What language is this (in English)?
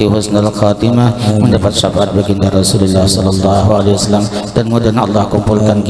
Banjar